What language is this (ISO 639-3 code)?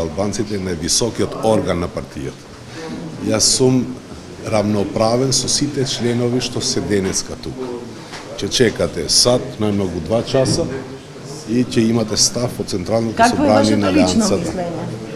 mkd